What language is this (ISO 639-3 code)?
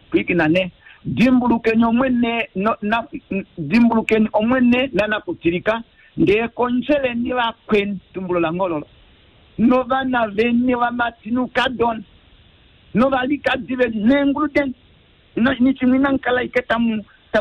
kua